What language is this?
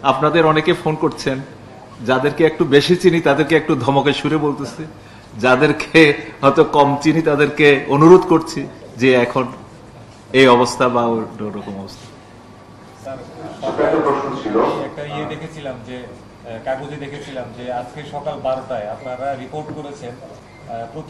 Bangla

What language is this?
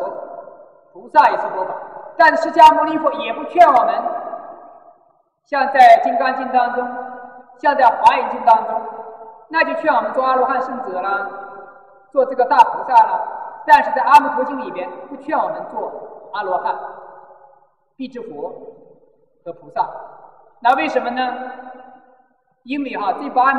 Chinese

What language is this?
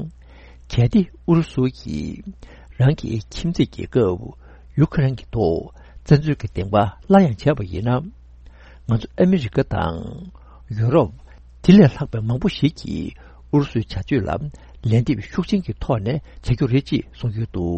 Tibetan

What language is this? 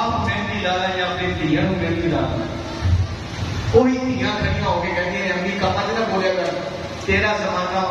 Urdu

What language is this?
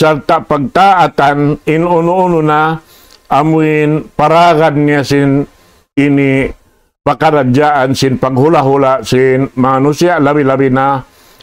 Tausug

